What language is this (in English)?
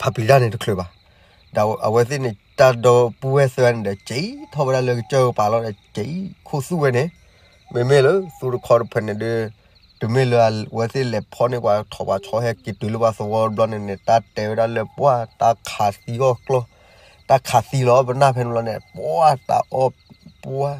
S'gaw Karen